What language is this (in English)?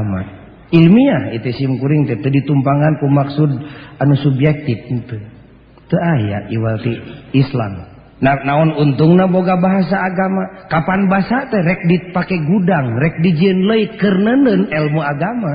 Sundanese